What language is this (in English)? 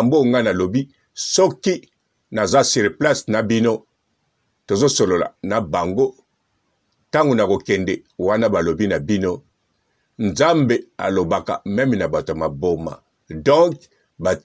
Lingala